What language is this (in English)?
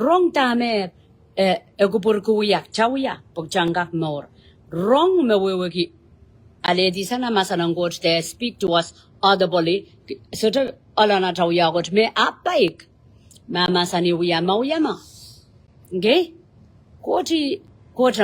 Pohnpeian